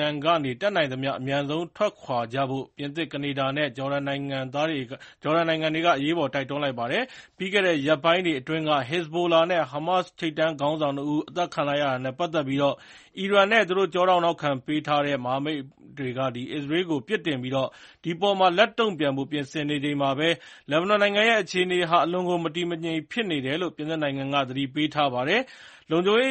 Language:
Burmese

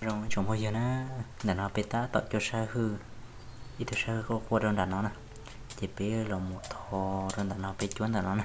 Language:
Hmong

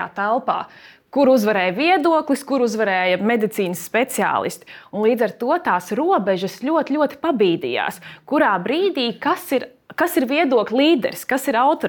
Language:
Latvian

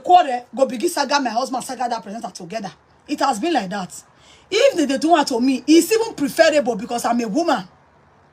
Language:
Nigerian Pidgin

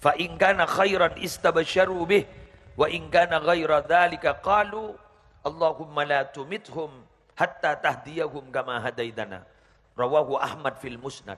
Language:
Madurese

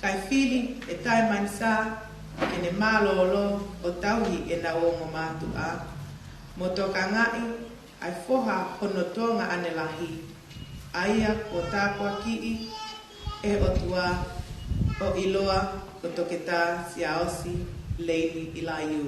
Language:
Tongan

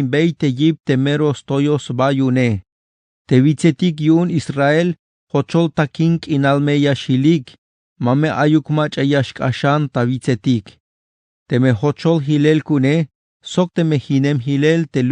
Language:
Tzeltal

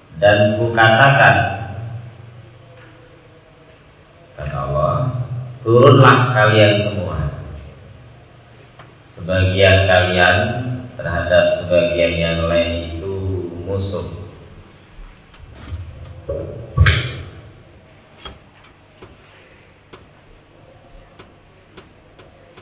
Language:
Indonesian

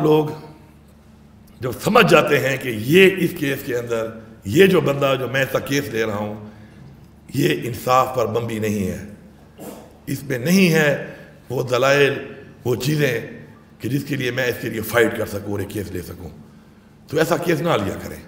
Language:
Urdu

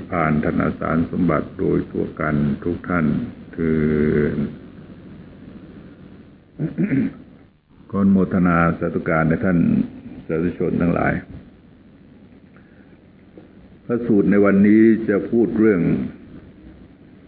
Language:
Thai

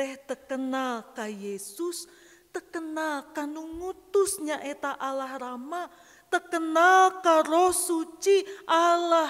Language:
Sundanese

